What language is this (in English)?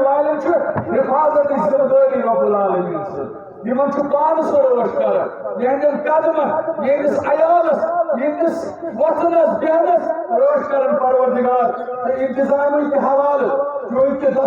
Kashmiri